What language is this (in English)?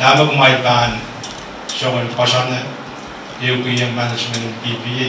Pohnpeian